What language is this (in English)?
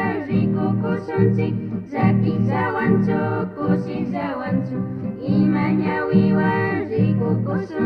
Chimborazo Highland Quichua